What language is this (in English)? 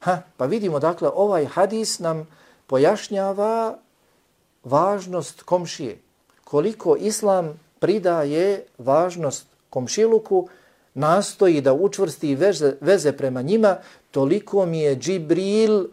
Bosnian